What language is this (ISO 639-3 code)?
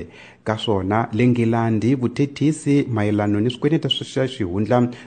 tso